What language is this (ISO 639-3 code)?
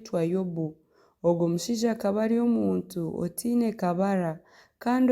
nyn